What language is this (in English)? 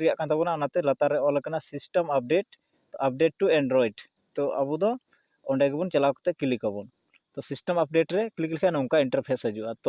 Santali